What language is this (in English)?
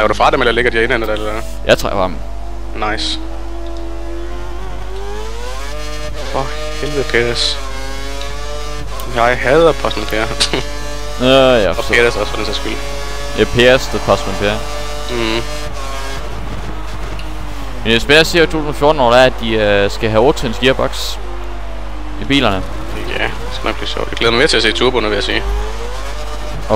Danish